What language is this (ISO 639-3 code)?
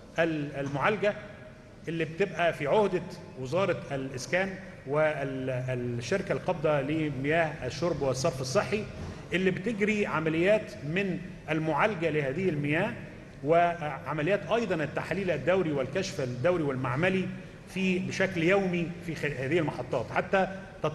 arz